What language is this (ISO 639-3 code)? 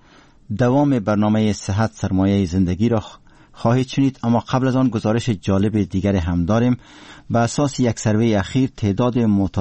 fas